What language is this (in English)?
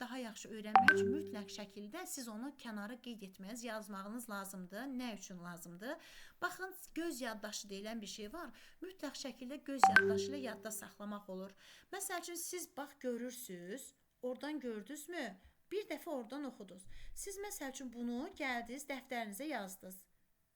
Azerbaijani